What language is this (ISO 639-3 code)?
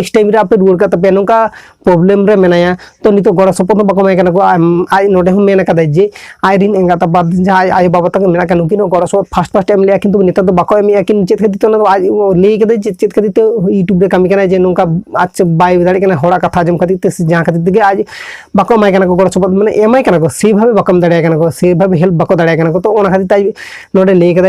sat